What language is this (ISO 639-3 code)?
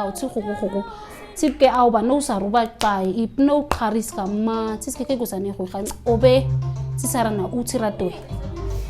naq